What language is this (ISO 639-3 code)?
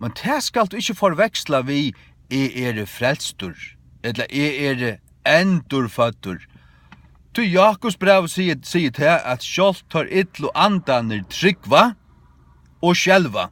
fao